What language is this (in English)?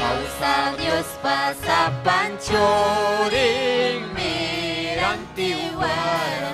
Ayacucho Quechua